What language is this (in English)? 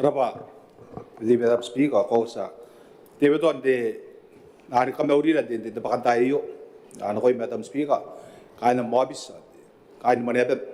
Gilbertese